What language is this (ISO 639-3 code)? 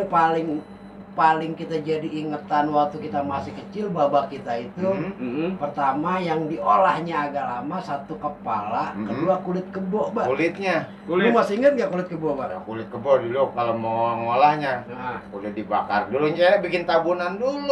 bew